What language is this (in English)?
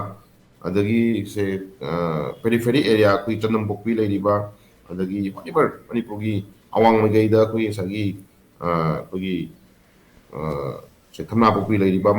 Manipuri